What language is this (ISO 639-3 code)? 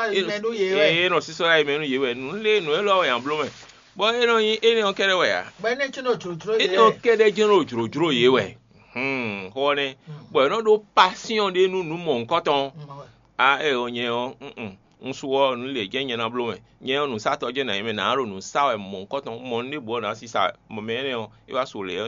fon